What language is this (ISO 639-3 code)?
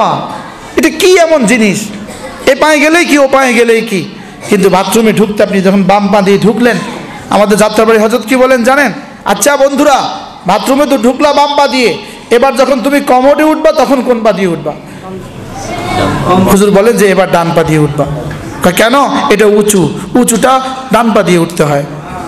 ben